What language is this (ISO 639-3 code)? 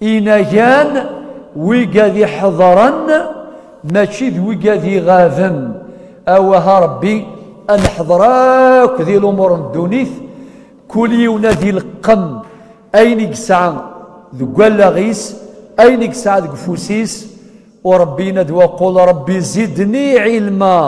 kab